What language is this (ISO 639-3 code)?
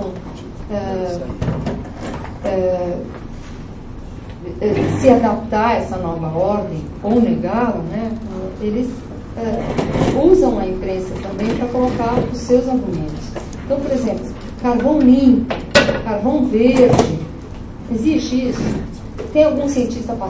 por